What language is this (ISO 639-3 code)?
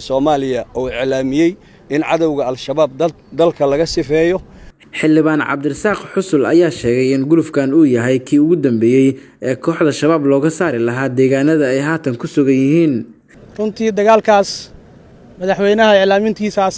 som